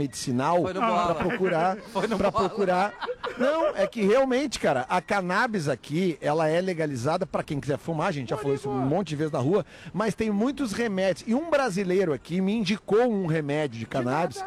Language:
Portuguese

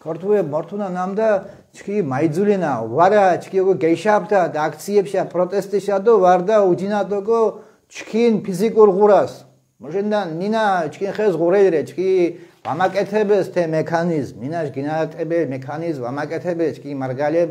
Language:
Mingrelian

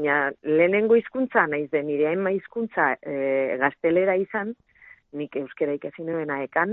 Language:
Basque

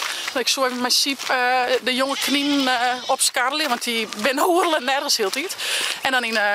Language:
Western Frisian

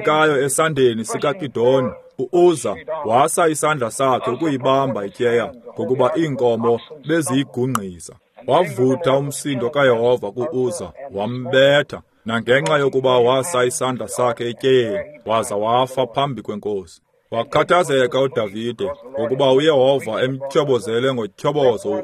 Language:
Xhosa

